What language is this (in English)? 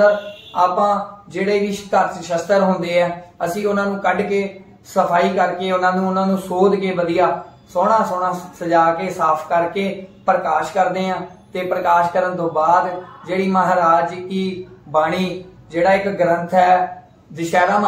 Punjabi